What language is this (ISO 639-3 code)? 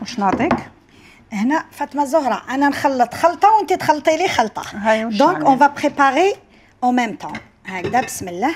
arq